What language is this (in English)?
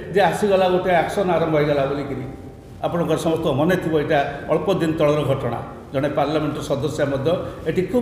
Odia